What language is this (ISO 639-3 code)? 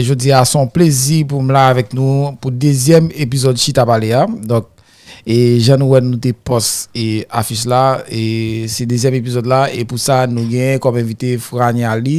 hat